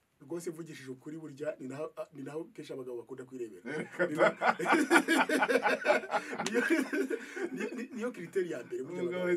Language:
Kinyarwanda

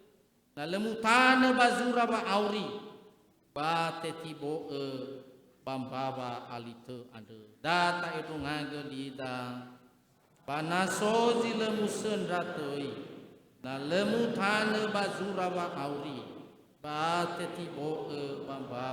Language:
Nias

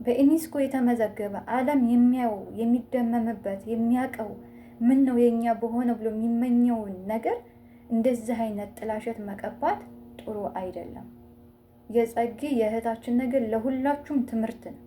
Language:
Amharic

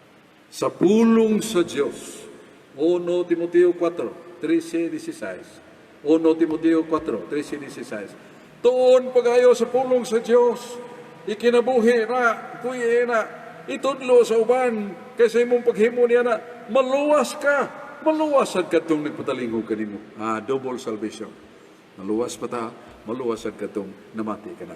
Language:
Cebuano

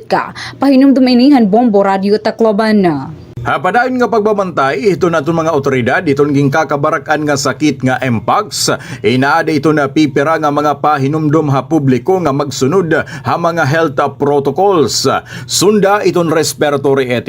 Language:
Waray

